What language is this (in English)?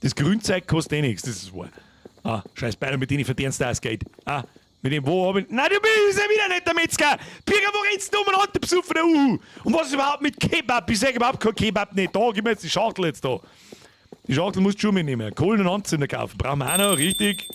Bavarian